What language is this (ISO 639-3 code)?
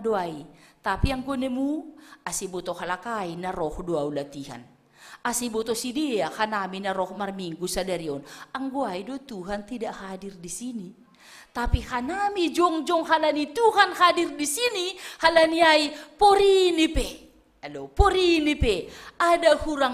bts